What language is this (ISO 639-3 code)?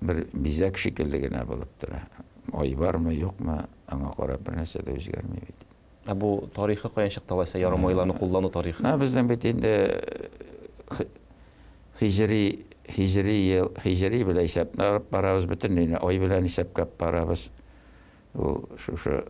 tat